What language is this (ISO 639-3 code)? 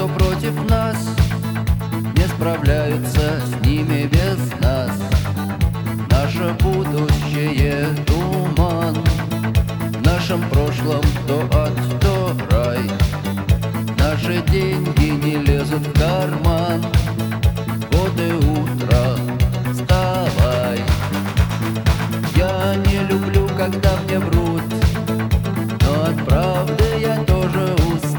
rus